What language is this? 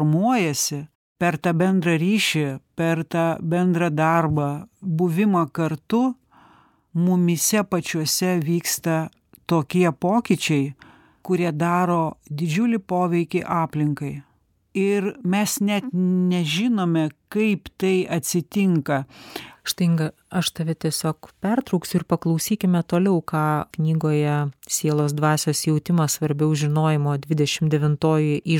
Lithuanian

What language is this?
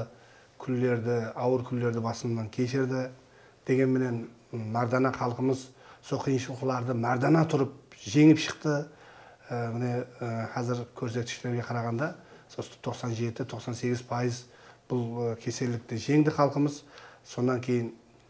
Kara-Kalpak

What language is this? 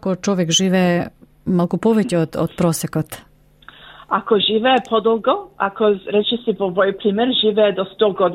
Macedonian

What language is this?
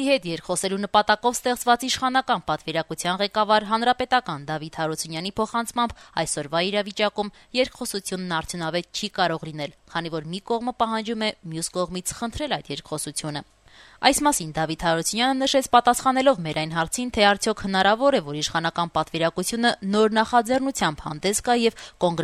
Armenian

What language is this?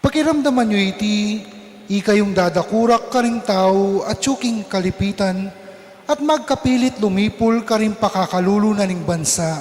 Pampanga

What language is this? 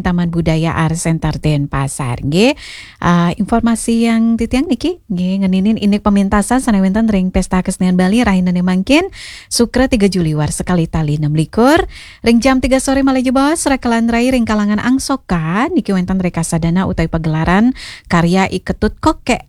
Balinese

